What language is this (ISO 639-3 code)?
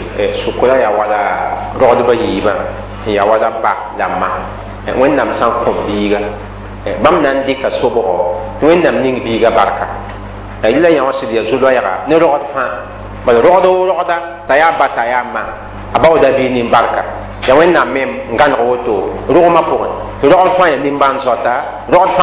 mos